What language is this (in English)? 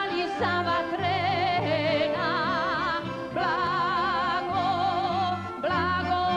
Croatian